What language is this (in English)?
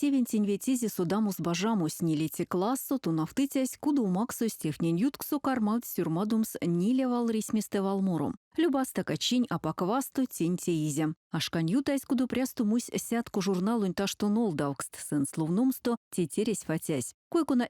Erzya